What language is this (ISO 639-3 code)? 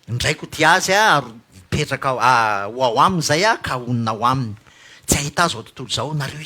mlg